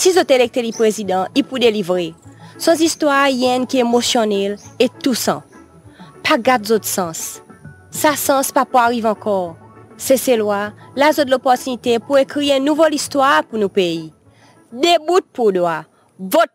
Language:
Seselwa Creole French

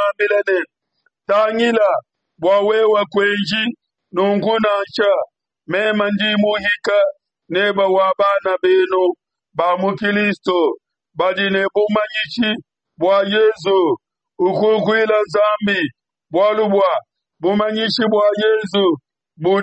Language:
Luba-Lulua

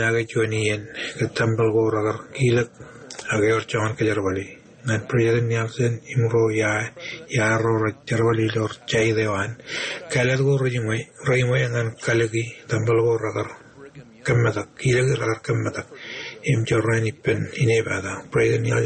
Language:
Marshallese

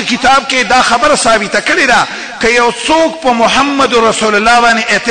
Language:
Pashto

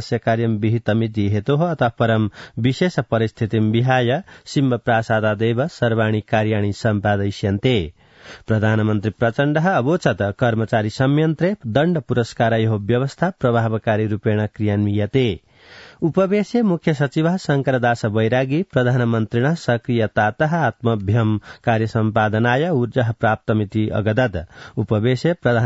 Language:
Sanskrit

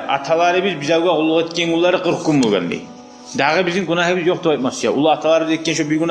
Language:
Kumyk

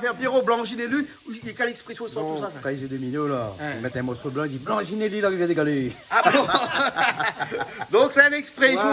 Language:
Réunion Creole French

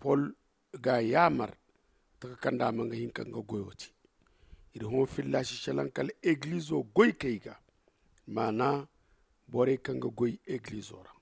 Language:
Zarma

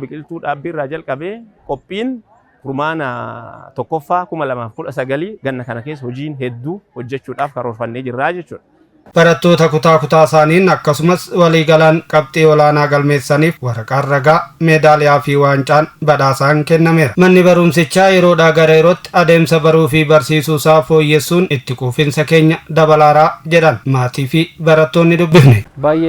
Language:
Oromo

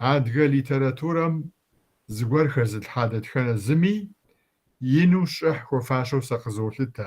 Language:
Kabardian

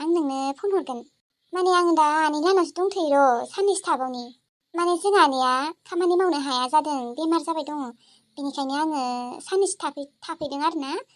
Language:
Bodo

